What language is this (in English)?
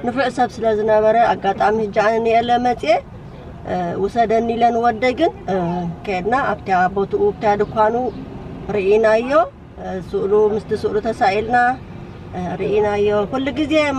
Tigrinya